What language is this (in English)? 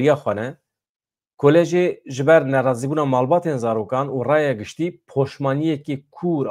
Kurdish